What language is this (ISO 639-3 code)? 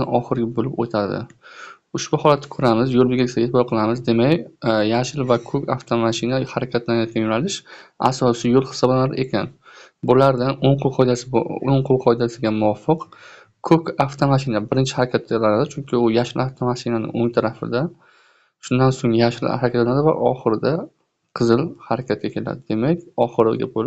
uzb